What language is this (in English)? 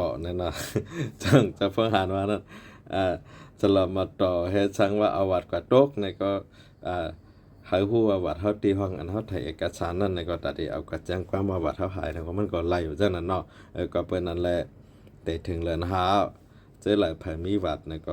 Shan